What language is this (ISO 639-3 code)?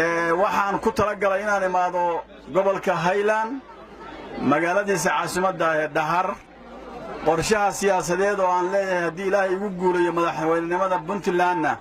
som